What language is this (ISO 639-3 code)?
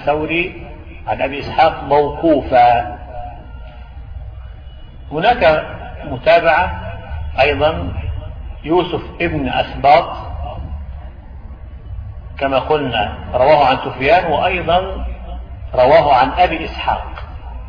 ara